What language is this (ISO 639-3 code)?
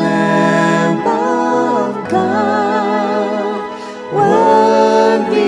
mfe